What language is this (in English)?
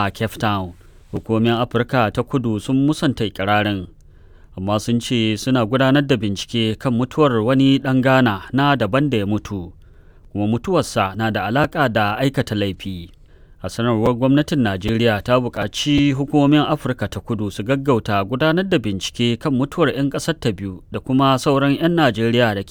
Hausa